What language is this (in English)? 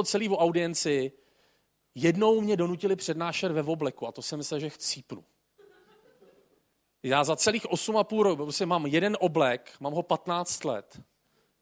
Czech